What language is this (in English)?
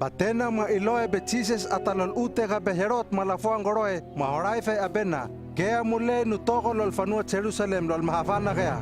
Hano